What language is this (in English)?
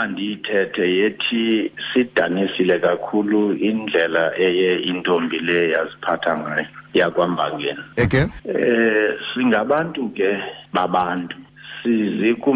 Xhosa